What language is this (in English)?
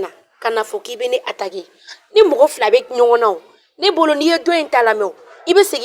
Bambara